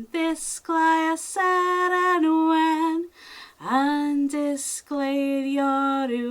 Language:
Welsh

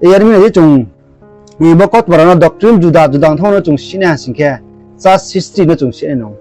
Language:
Riang (India)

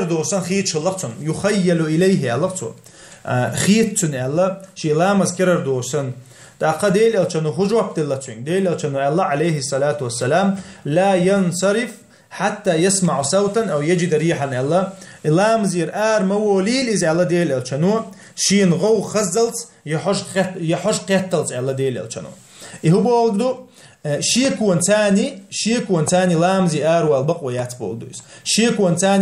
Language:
Chechen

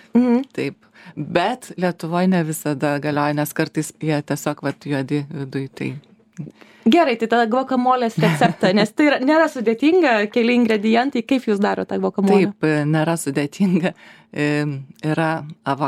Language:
Lithuanian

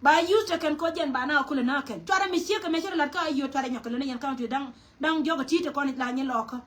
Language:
Nuer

